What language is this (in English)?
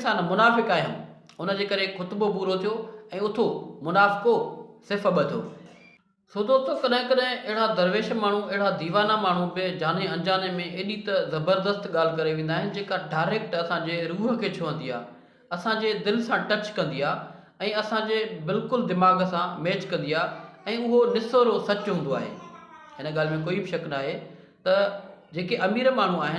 Sindhi